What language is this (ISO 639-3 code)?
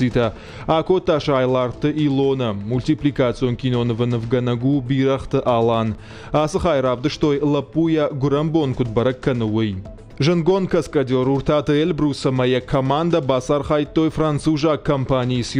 oss